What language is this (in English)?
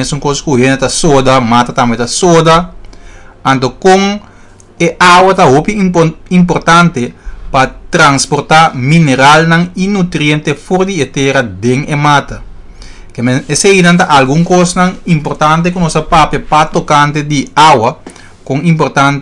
Papiamento